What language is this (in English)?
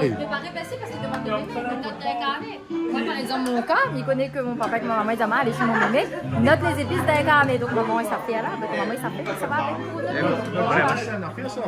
Réunion Creole French